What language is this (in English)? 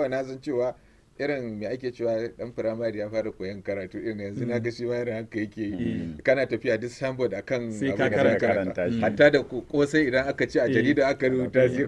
Hausa